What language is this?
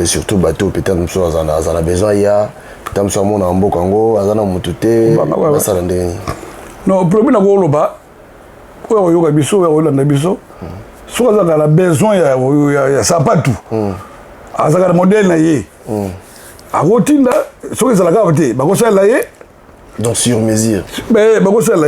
Lingala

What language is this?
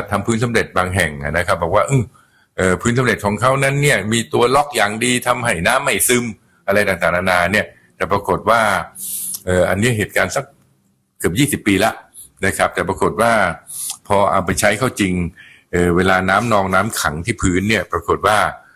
Thai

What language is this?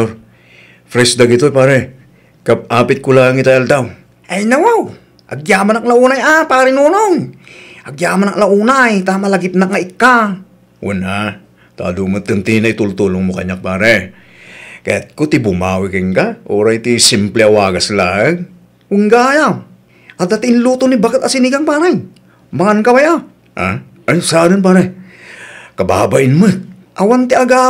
Iloko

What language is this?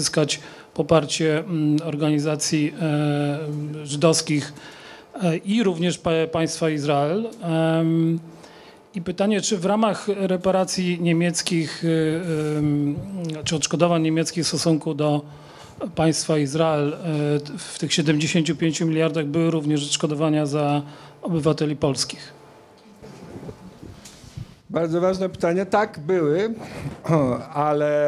Polish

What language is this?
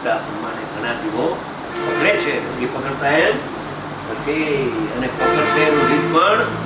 Gujarati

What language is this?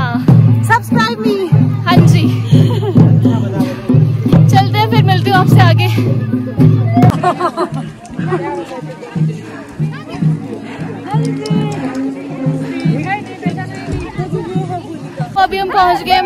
Hindi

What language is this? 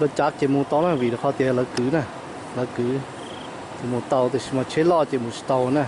Hmong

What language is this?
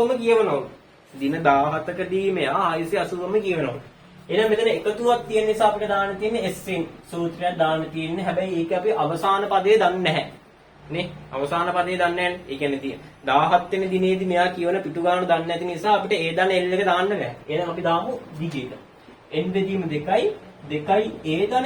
Sinhala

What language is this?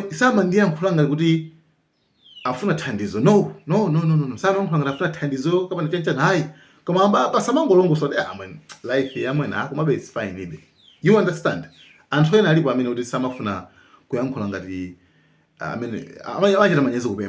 Nyanja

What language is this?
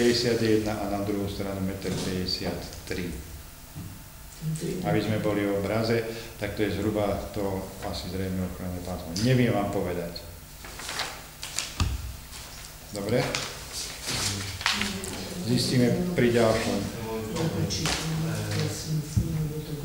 Slovak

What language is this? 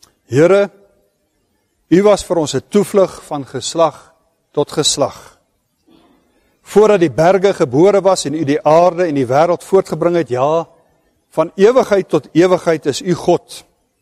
Afrikaans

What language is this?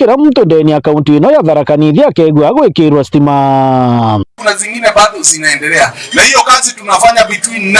Meru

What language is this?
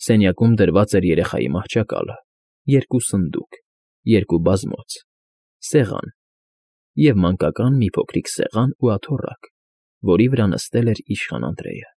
Armenian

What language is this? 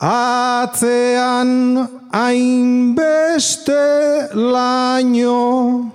Basque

